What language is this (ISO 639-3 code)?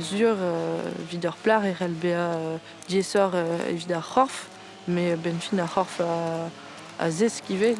bre